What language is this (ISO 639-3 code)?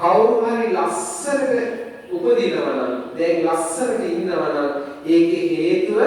sin